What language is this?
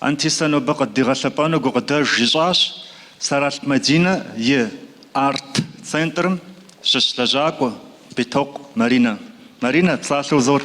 Kabardian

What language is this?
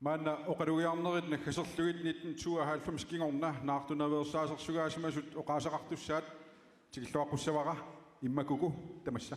Kalaallisut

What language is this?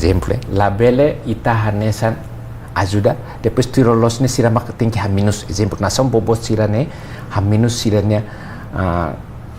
Tetum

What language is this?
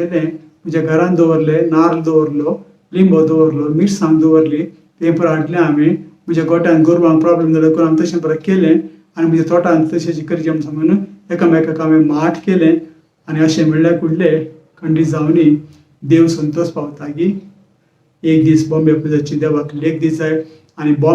Konkani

